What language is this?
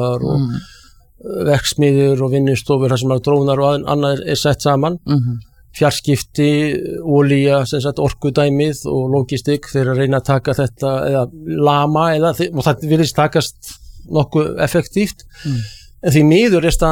Icelandic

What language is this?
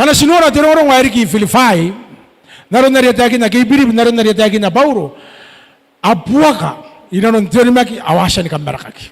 Gilbertese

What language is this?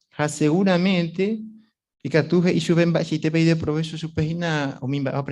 Guarani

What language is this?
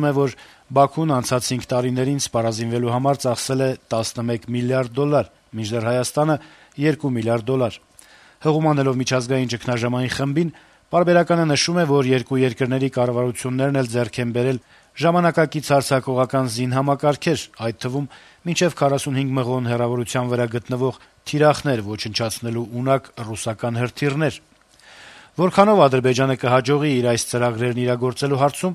Armenian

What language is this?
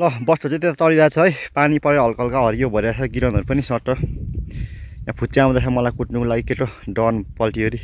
Nepali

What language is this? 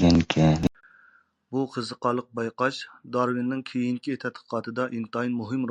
Uyghur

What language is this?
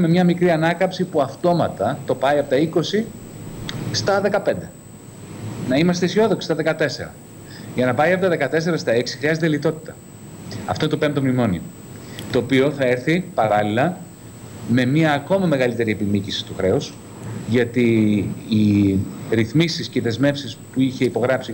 Greek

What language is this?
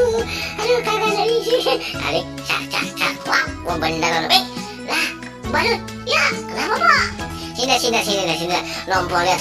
Betawi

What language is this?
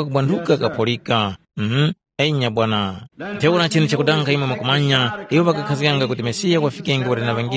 Tumbuka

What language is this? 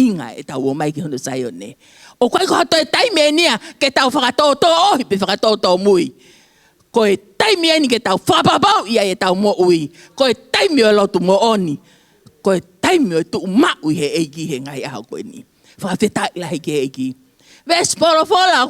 Tongan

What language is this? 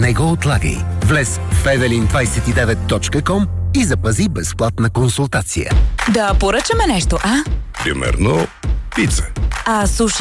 Bulgarian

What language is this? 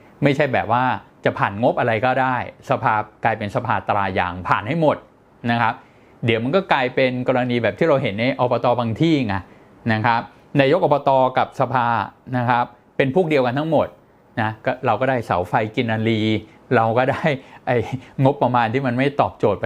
Thai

